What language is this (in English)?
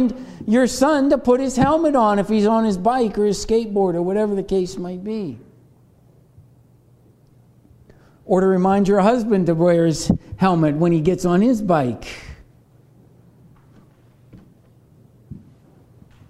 English